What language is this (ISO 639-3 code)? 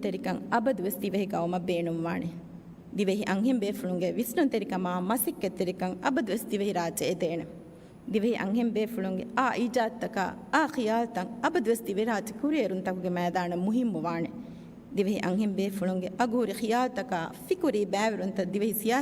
div